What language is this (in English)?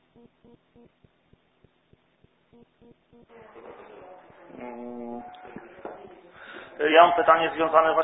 Polish